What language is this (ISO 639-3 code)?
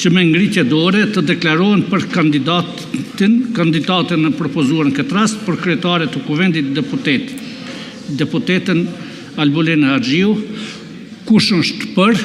sqi